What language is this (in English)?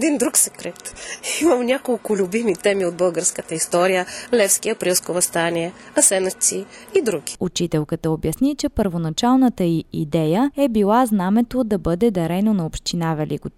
Bulgarian